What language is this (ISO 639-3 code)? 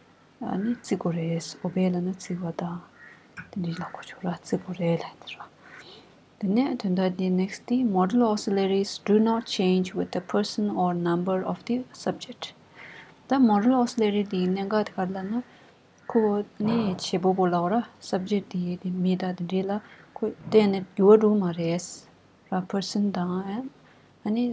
bod